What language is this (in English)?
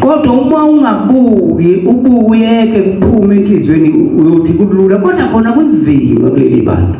Zulu